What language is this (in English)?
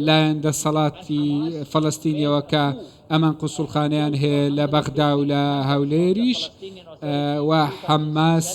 Central Kurdish